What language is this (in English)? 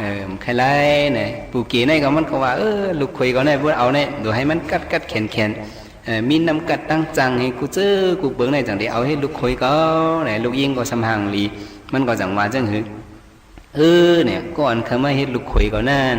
Shan